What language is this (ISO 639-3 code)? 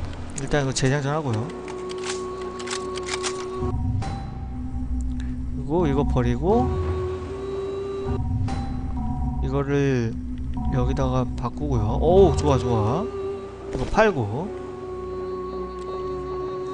kor